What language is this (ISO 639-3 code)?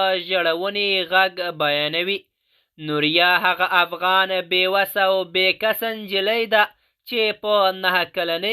pus